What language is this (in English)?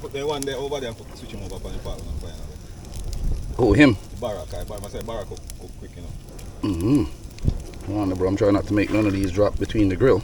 Jamaican Creole English